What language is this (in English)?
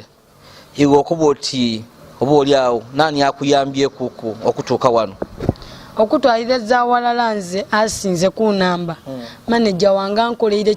Soga